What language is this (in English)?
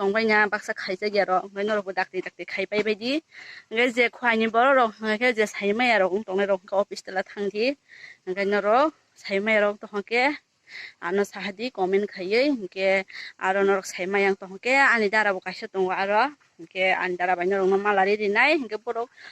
Kok Borok